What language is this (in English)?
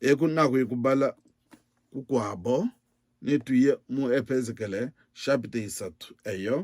Luba-Lulua